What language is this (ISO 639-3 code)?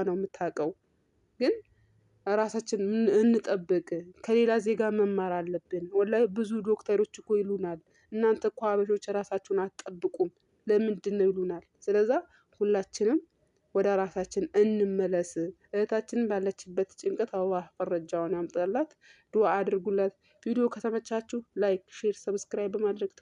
amh